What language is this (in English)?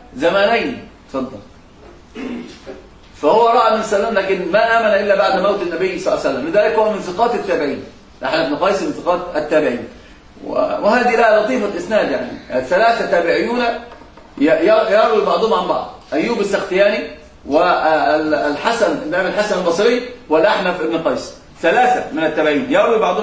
Arabic